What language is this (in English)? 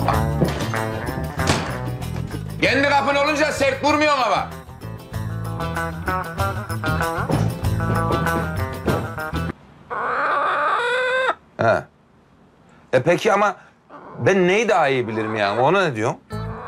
Turkish